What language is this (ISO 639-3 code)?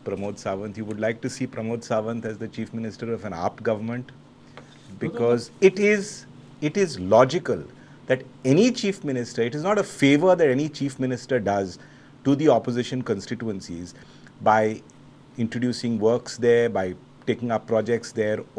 kok